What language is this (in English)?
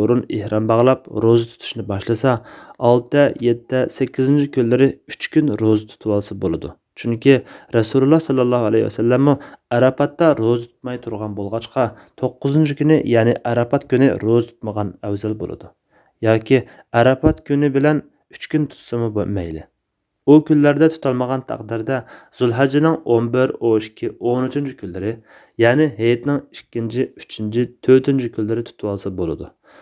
Uyghur